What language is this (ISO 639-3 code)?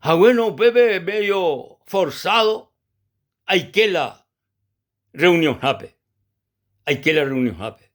grn